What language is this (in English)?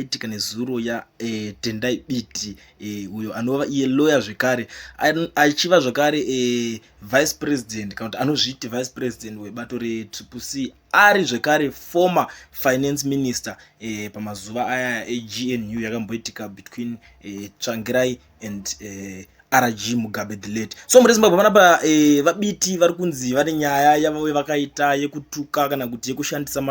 Shona